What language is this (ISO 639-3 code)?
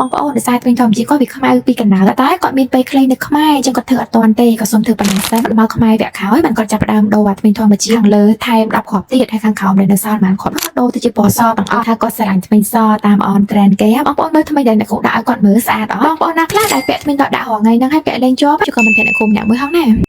khm